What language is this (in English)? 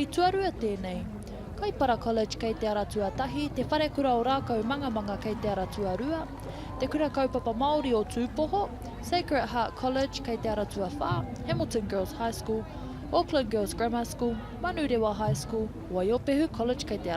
Māori